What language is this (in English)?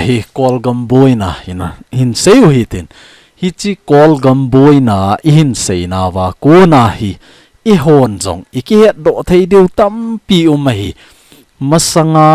Thado Chin